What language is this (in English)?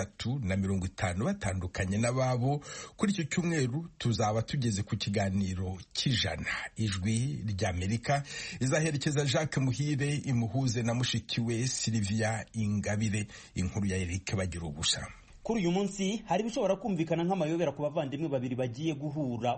Kinyarwanda